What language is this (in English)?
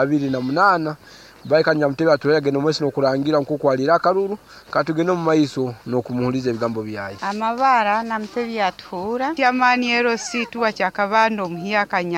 Nyankole